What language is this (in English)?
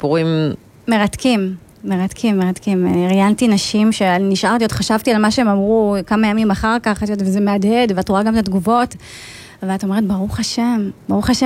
Hebrew